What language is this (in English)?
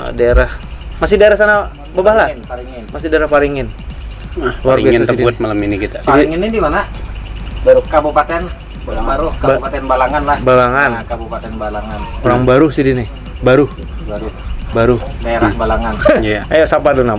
Banjar